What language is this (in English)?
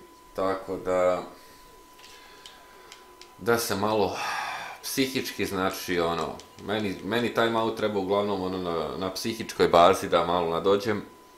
Croatian